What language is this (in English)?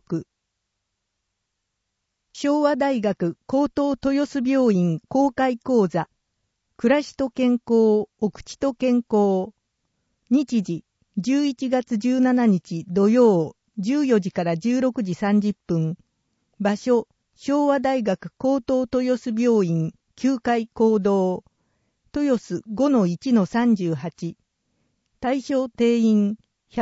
Japanese